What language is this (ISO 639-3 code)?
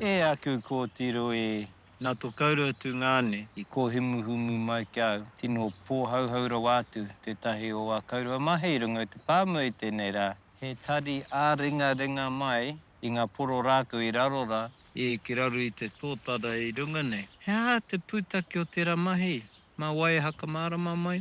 mri